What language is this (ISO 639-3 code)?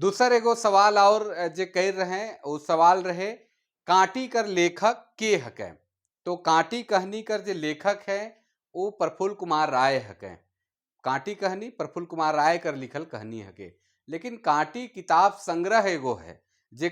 sck